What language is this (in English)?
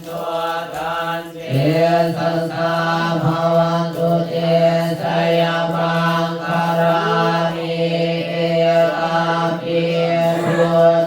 Pali